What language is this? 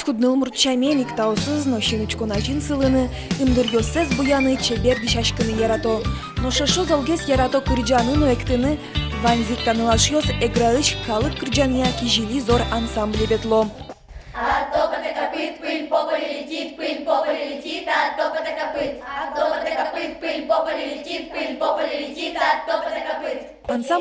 Udmurt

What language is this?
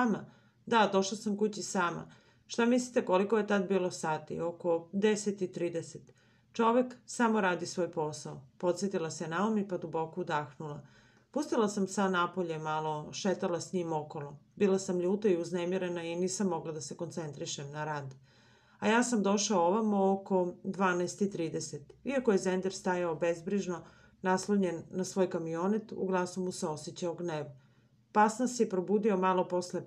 Serbian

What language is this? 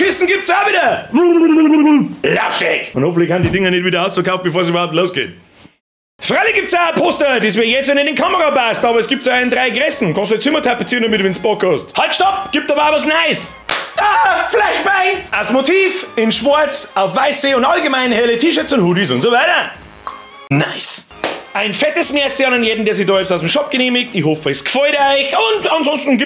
Bavarian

